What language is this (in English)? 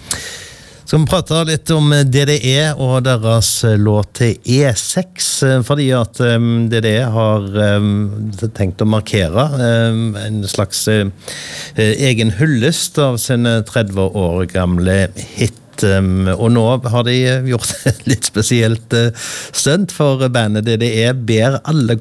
Norwegian